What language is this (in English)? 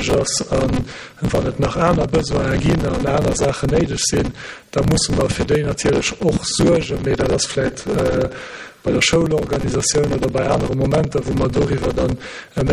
Luxembourgish